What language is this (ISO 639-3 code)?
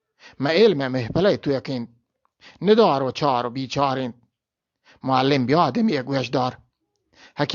bgp